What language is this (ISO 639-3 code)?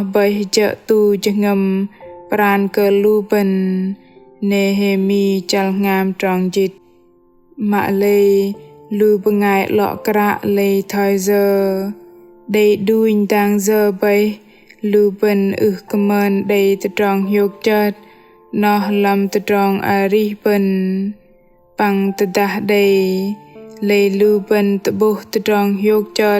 bdq